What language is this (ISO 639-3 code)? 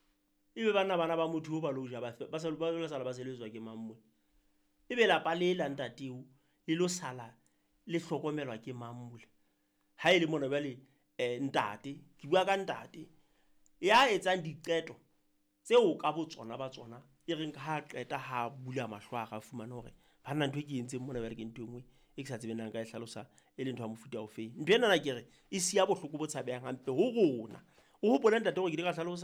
sot